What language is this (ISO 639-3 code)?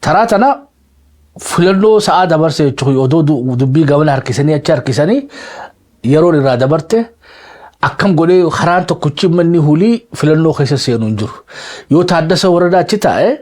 orm